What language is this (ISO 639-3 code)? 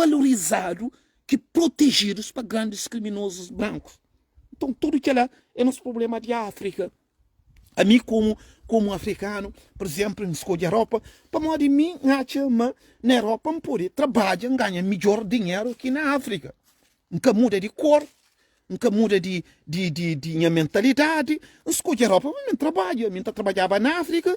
kea